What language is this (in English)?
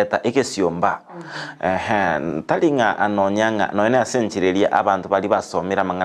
Gusii